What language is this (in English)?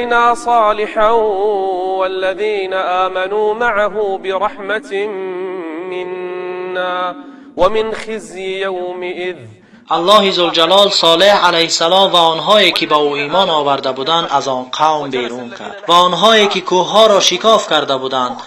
Tajik